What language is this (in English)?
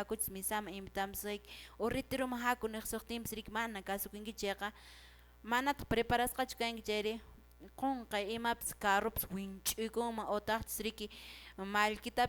Quechua